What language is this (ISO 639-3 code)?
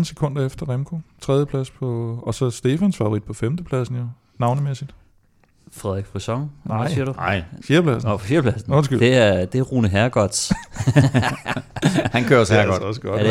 dan